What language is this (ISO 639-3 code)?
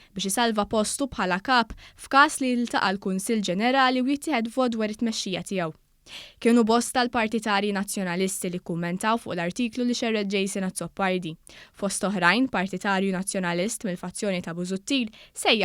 mlt